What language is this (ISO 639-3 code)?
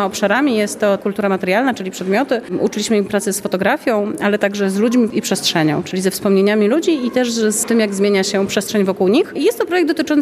pol